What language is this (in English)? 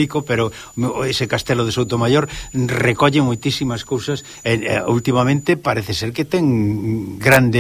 Galician